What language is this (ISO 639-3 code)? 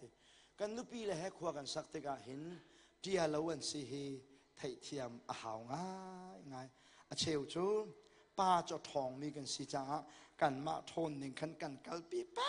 cnh